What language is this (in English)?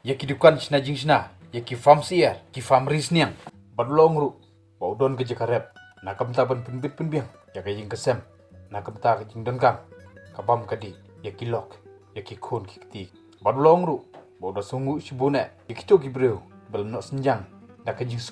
Khasi